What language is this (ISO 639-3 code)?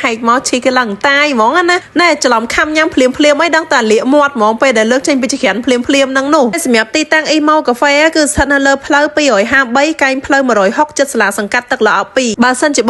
khm